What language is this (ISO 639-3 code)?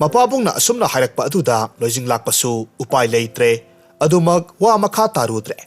mni